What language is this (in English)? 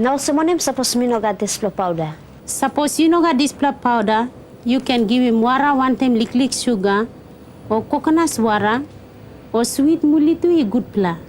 Tok Pisin